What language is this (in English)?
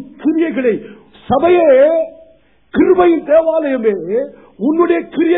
Tamil